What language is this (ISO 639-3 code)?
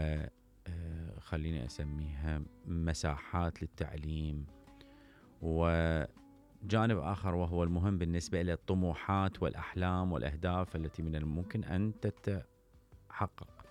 acm